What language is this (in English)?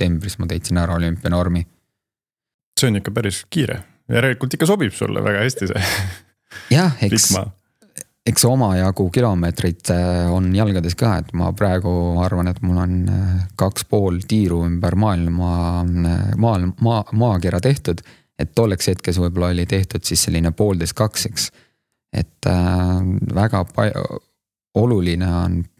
Estonian